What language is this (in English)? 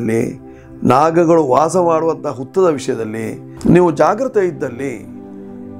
Kannada